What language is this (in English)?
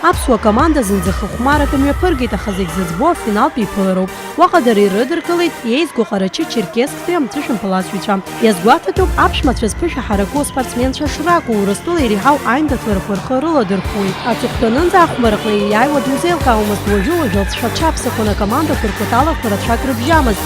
Abkhazian